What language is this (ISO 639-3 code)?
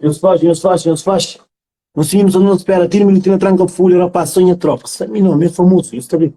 kea